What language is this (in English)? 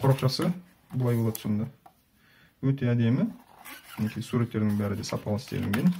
Kazakh